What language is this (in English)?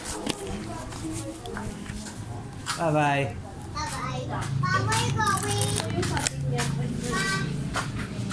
Filipino